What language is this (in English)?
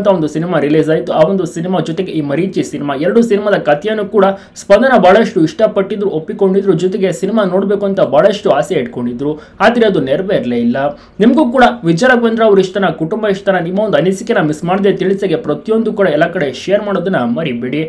Kannada